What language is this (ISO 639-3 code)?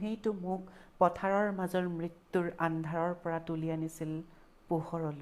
asm